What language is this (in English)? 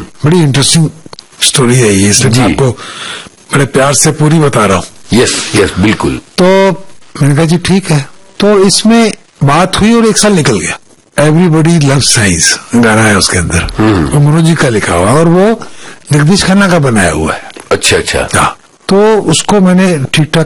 Hindi